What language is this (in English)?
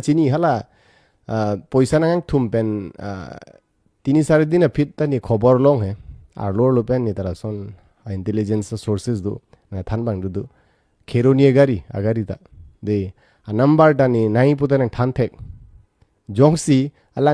Karbi